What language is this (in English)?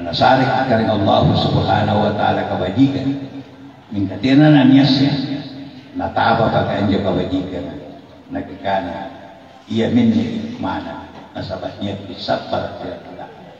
Makasar